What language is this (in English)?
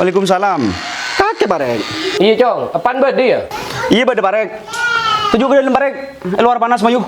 Madurese